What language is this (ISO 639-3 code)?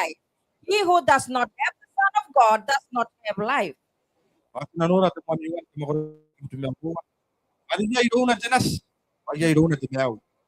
gil